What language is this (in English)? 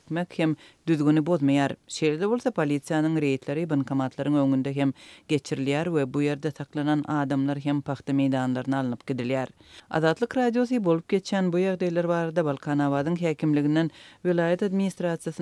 Turkmen